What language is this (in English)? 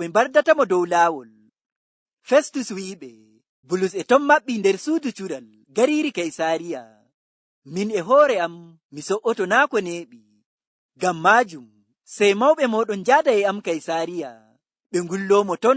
Fula